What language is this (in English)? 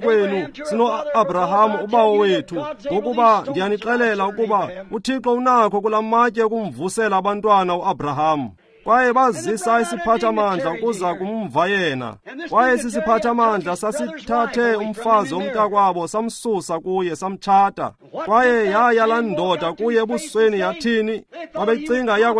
Xhosa